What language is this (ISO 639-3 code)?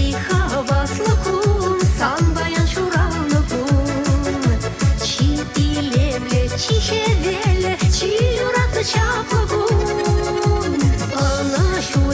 chv